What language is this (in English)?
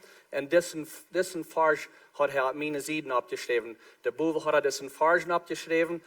Plautdietsch